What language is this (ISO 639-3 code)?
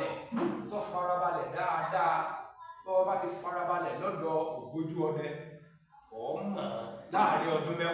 yor